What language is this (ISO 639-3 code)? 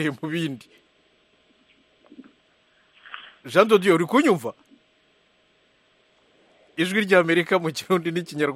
kin